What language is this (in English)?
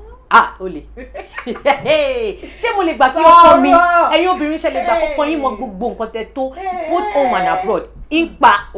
Yoruba